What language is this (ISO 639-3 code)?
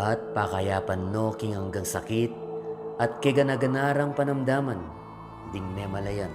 pam